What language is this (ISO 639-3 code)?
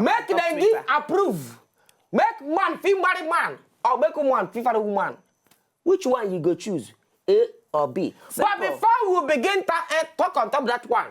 pcm